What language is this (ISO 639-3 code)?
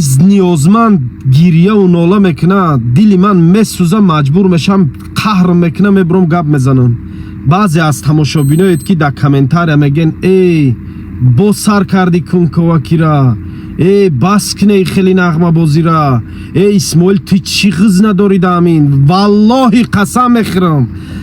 tgk